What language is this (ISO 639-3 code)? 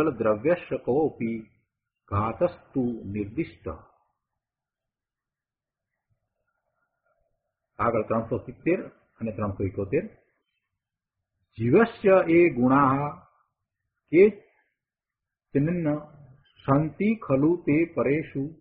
guj